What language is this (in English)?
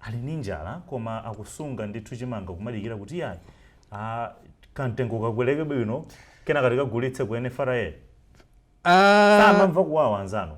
Nyanja